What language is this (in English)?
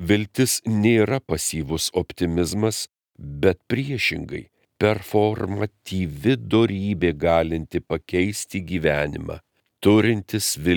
Lithuanian